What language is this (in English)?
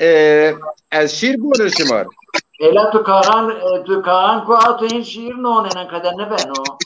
Zaza